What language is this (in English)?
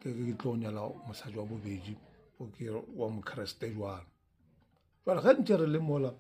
Northern Sotho